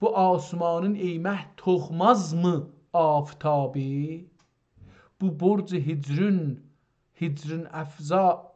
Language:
South Azerbaijani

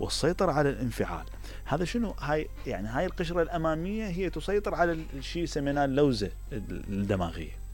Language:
Mesopotamian Arabic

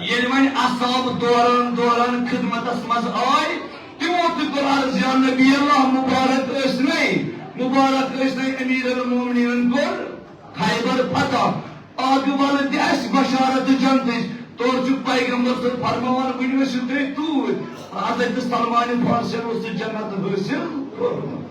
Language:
Kashmiri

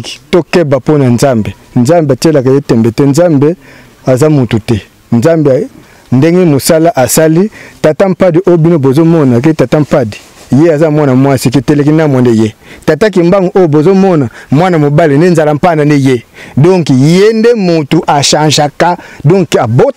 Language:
Lingala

